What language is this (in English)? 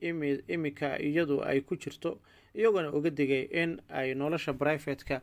Somali